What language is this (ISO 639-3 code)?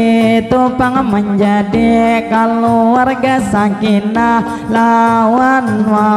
bjn